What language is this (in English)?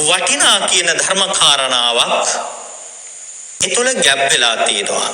Sinhala